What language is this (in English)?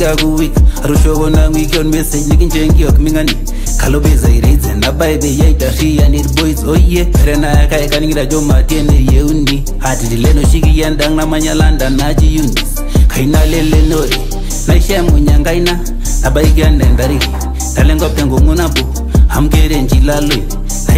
Masai